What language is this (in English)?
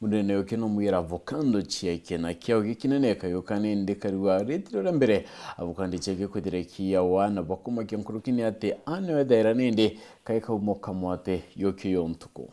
Meru